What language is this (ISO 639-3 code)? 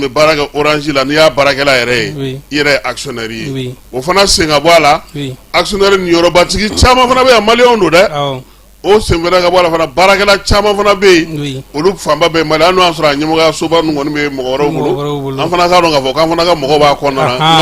bam